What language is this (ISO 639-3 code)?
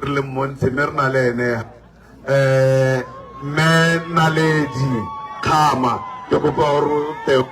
tsn